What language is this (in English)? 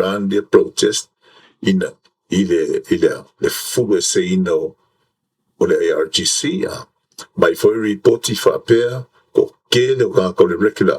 Samoan